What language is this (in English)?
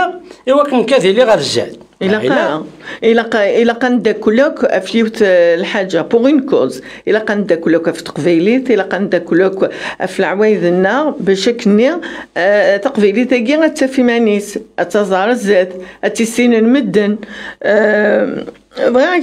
Kabyle